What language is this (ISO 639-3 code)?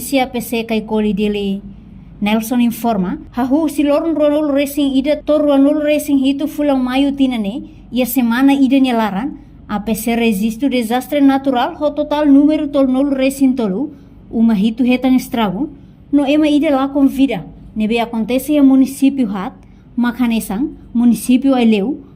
tet